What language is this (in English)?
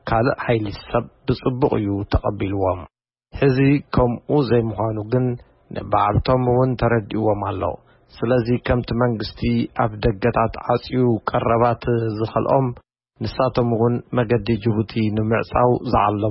Tigrinya